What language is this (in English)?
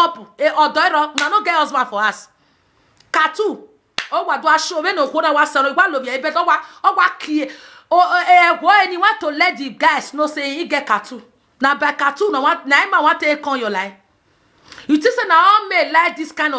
Nigerian Pidgin